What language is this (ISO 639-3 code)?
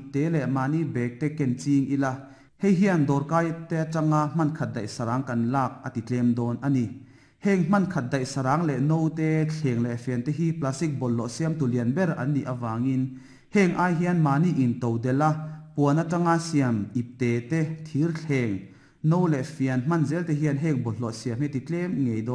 lus